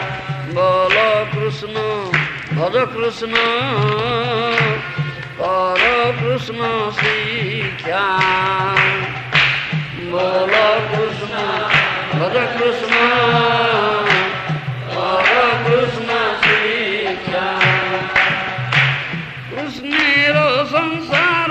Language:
Odia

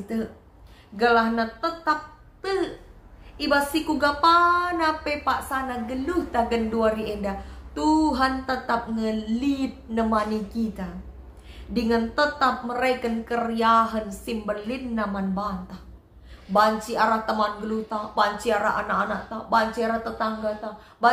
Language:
Batak Karo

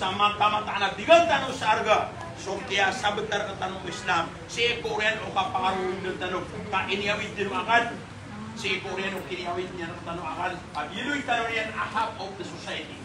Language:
Maranao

